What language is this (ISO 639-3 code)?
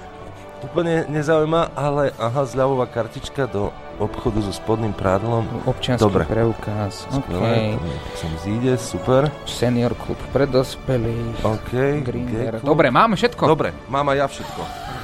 slk